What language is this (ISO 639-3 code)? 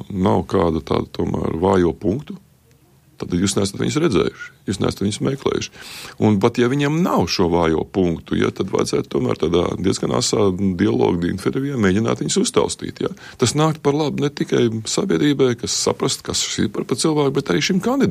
lav